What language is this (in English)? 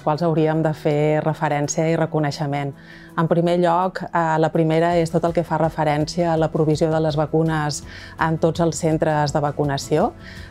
Catalan